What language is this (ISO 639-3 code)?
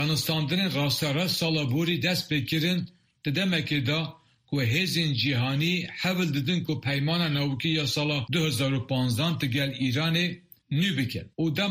kur